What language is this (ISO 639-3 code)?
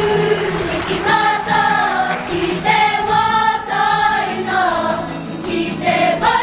mri